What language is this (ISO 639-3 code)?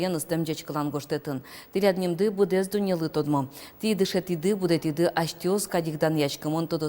udm